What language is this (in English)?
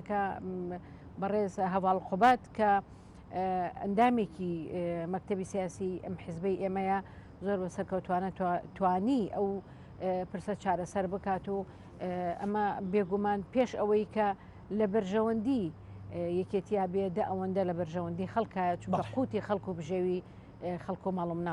Central Kurdish